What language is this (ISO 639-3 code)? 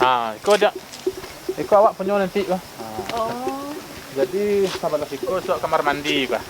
min